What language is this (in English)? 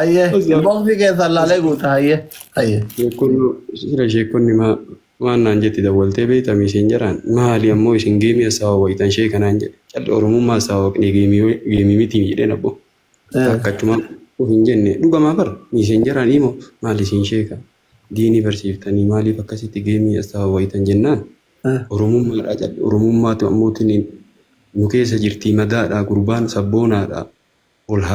Oromo